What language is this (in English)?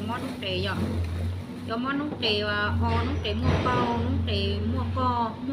Hmong